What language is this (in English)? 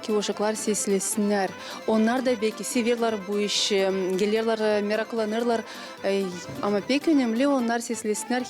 Gagauz